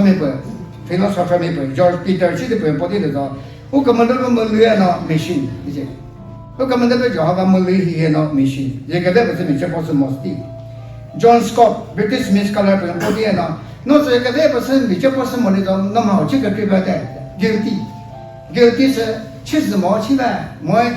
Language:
Chokri Naga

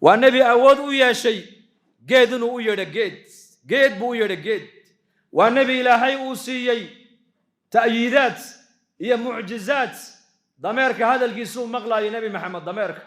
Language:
Somali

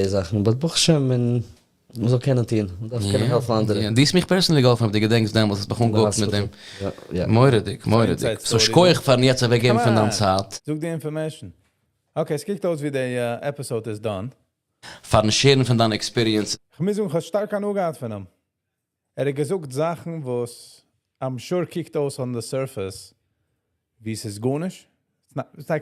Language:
Yiddish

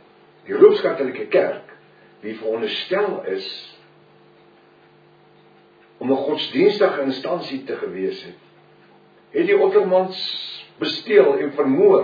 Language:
Afrikaans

